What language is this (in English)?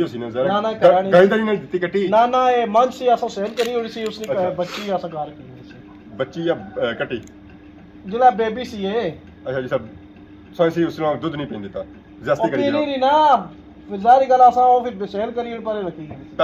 Pahari-Potwari